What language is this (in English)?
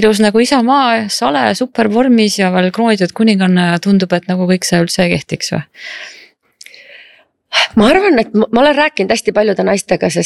Estonian